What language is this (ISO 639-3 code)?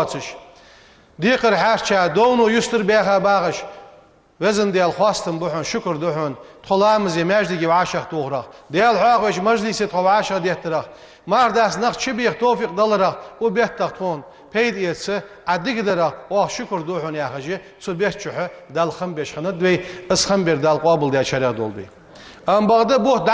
inh